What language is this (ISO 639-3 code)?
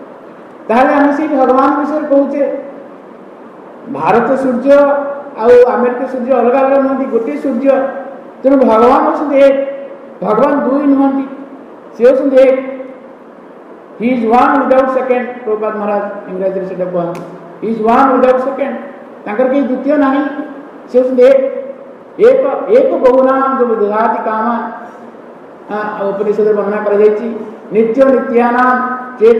ori